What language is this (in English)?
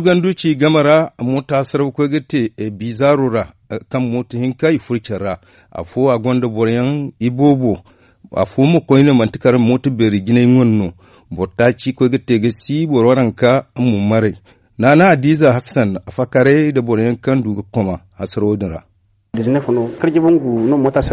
Zarma